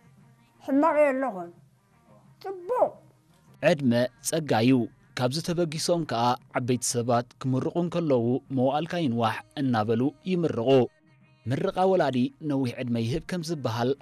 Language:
Tigrinya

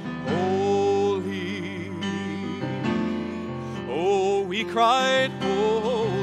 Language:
English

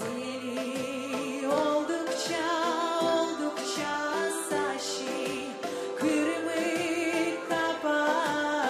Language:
Gagauz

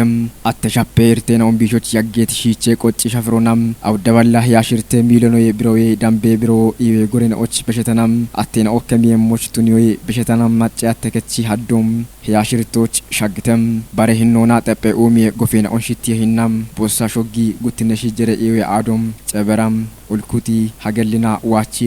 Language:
Kafa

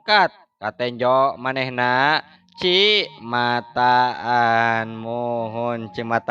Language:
Sundanese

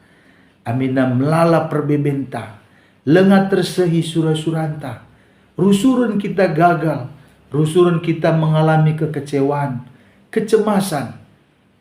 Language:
Batak Karo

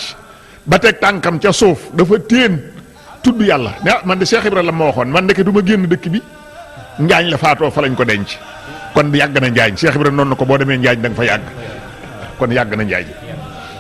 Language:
Wolof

